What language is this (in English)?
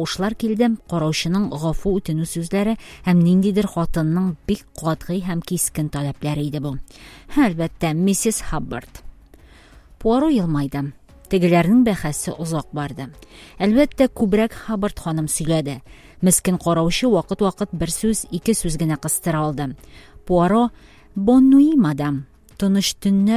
Tatar